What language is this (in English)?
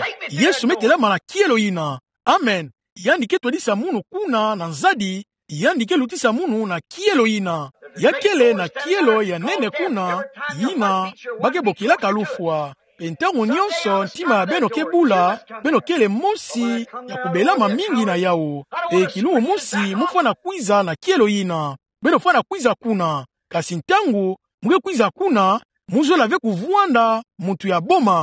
Kituba (Democratic Republic of Congo)